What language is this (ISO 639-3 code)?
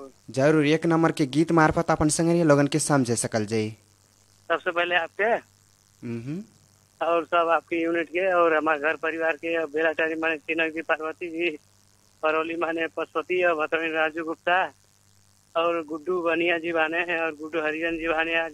bho